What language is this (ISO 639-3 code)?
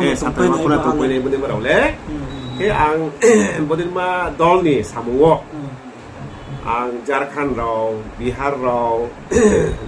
ria